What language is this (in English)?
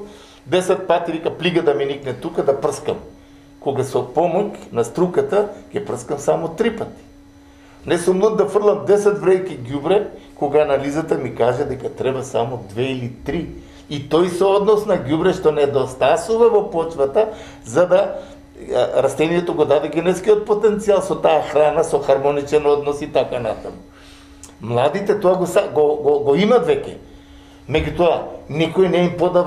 Macedonian